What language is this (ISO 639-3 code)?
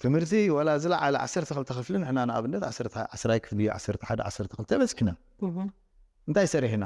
tir